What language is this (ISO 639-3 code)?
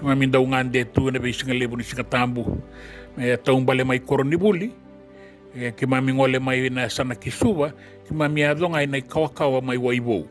fij